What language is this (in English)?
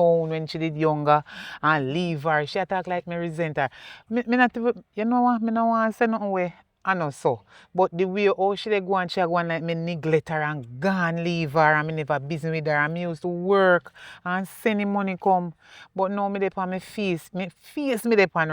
Jamaican Creole English